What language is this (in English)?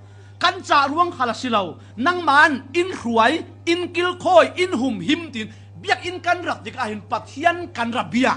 Falam Chin